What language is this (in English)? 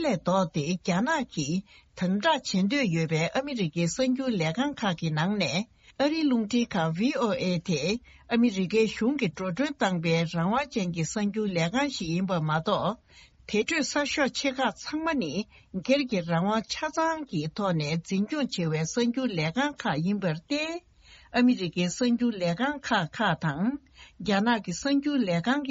Tibetan